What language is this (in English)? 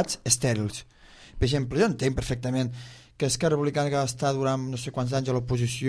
Catalan